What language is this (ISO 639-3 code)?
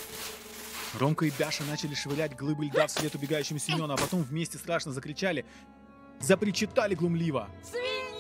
rus